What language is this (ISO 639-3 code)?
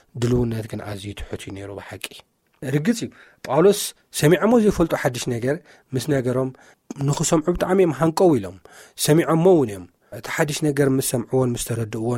tir